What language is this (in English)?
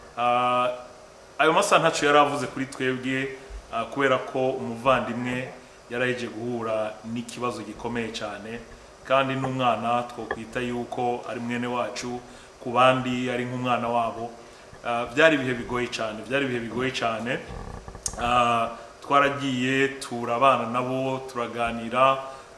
Rundi